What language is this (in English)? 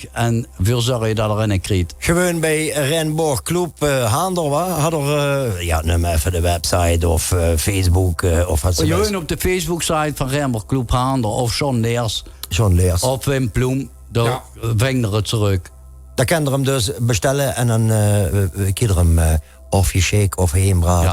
Limburgish